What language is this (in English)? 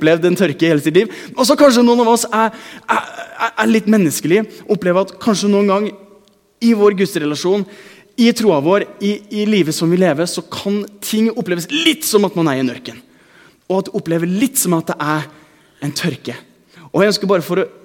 Norwegian